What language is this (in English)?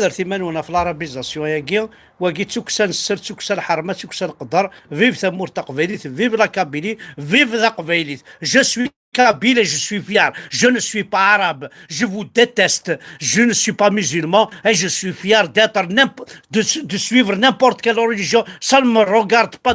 Kabyle